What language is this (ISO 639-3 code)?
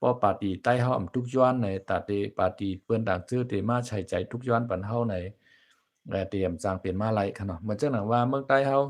shn